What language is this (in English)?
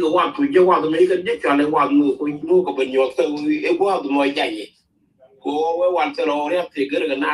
Nuer